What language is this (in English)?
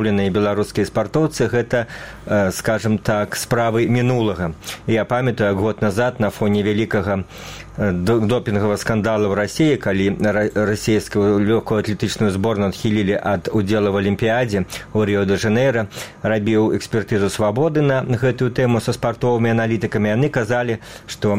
Belarusian